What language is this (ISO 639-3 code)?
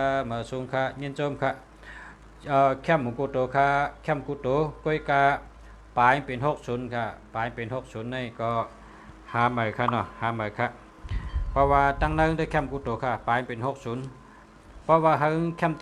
shn